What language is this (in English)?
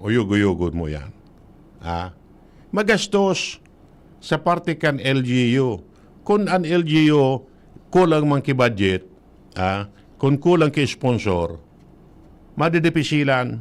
Bikol